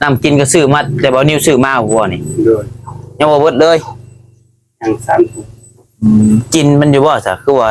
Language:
Northeastern Thai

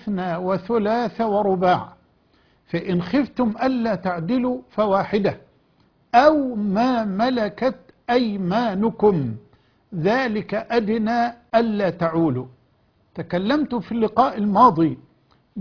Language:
Arabic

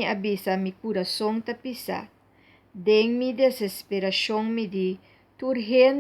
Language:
Papiamento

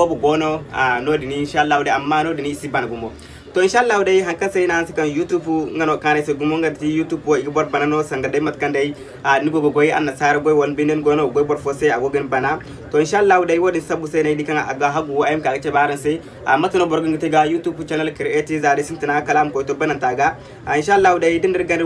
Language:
Zarma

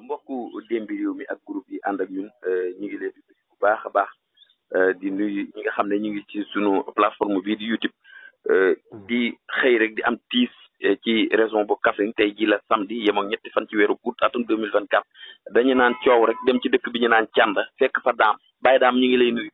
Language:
Wolof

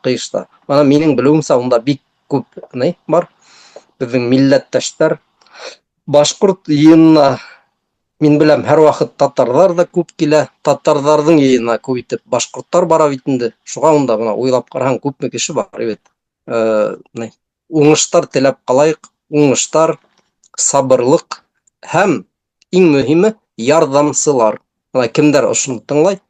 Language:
Bashkir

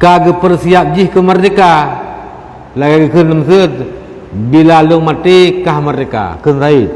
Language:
Achinese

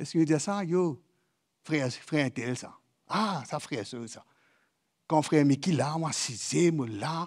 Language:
Morisyen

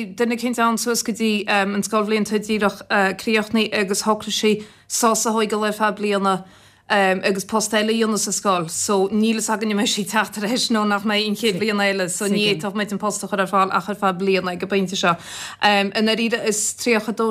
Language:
Irish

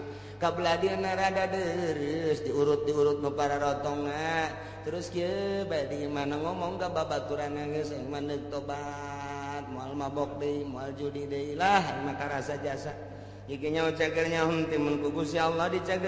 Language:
Sundanese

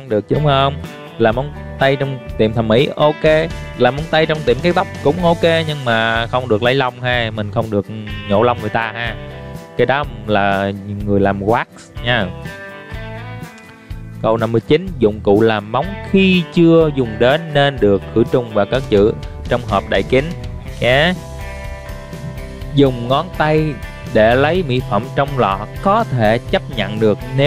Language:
Vietnamese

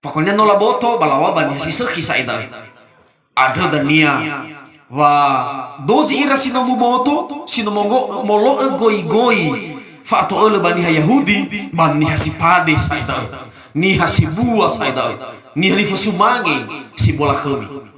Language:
Nias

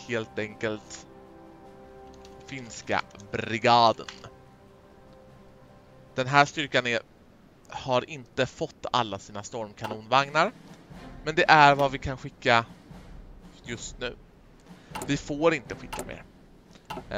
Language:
Swedish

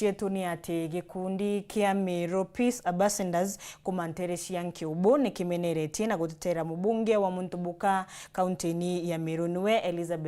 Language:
Meru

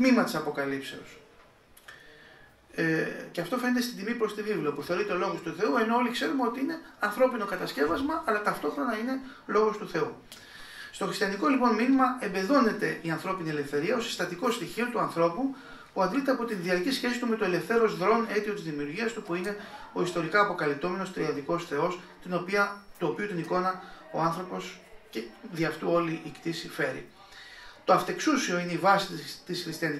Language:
Greek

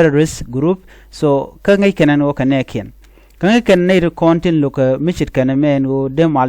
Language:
Nuer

